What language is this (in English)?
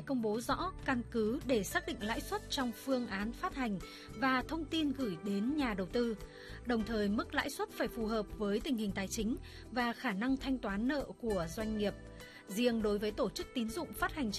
Vietnamese